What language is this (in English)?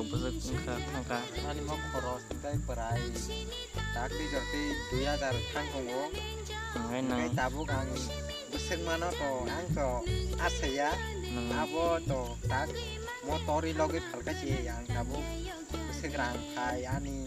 Kok Borok